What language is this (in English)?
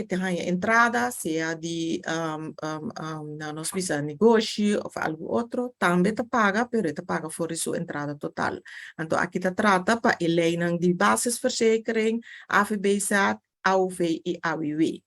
Papiamento